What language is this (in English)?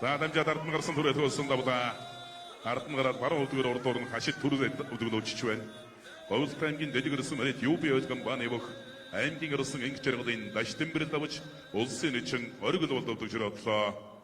Mongolian